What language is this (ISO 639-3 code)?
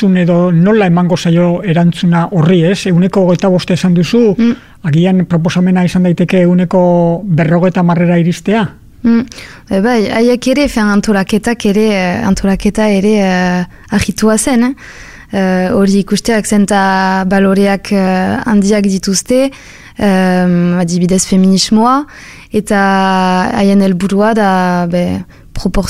eus